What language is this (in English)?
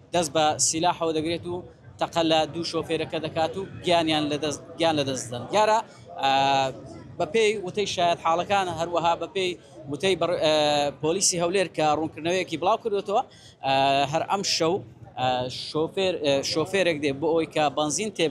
Central Kurdish